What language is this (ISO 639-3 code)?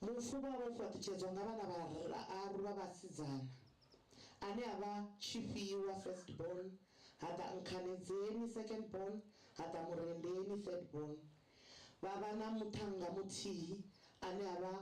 ven